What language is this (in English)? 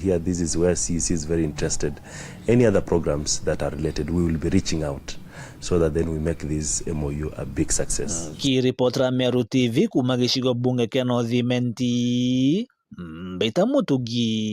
Meru